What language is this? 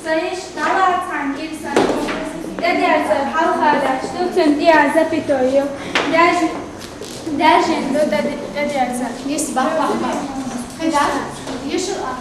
Chechen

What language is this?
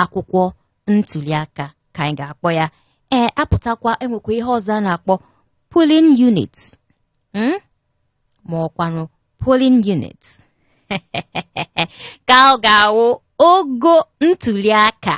Igbo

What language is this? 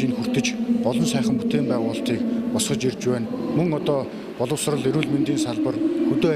Mongolian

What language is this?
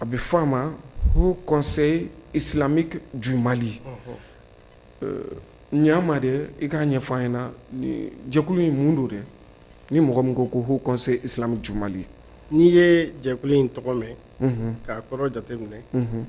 Bambara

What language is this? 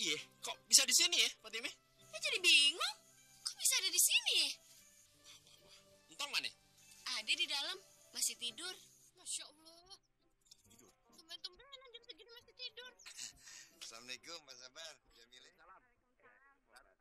Betawi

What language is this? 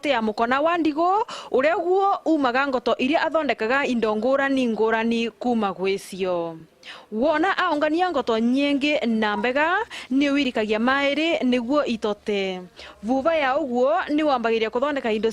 Meru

